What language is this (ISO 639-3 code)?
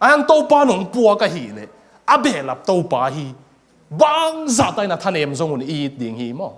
ctd